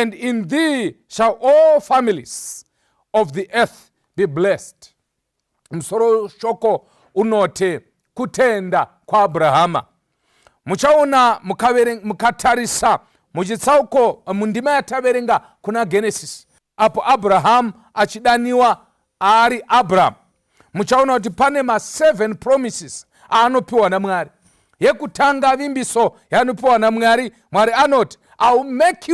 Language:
Shona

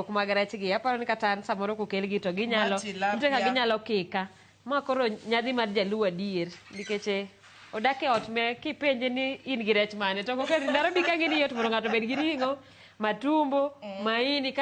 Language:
Luo (Kenya and Tanzania)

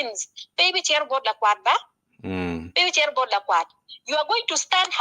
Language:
Acoli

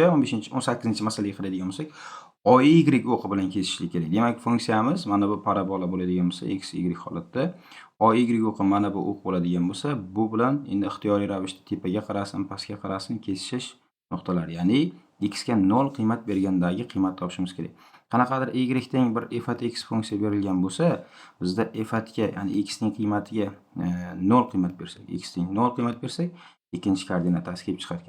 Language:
Uzbek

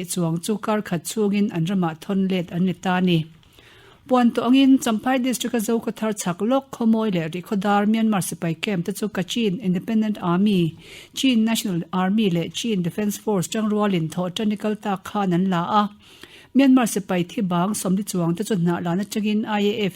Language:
Mizo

